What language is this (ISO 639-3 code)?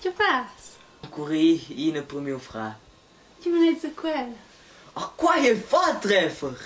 roh